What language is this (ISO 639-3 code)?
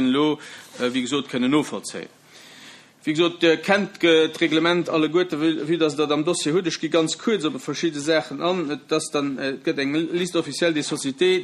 ltz